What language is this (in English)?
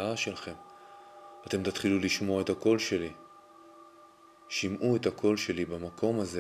Hebrew